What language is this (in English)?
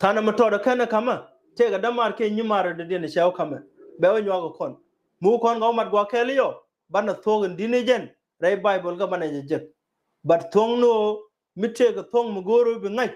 Nuer